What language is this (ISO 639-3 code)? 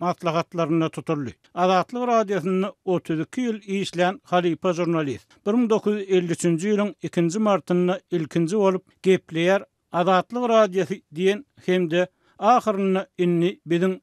tuk